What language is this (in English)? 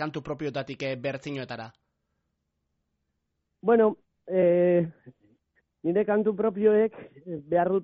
Basque